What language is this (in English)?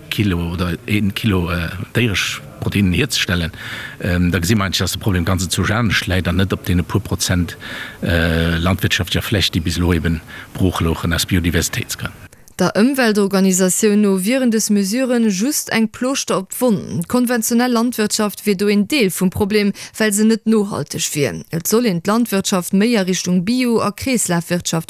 Luxembourgish